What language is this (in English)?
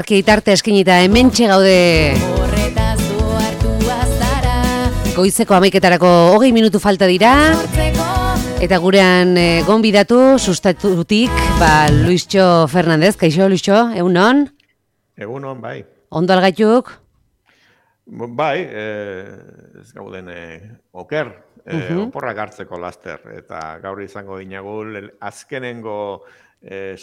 Basque